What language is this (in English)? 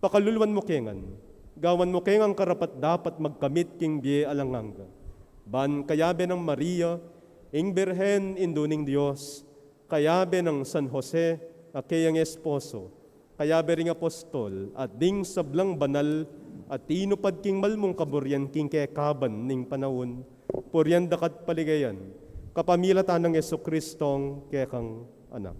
Pampanga